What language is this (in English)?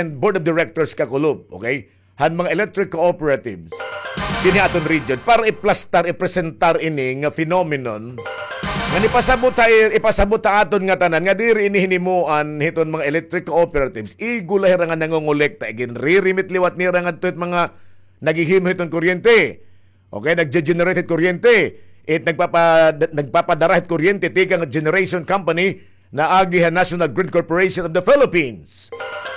Waray